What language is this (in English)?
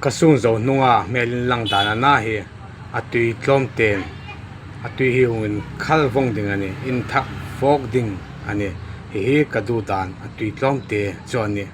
Hmar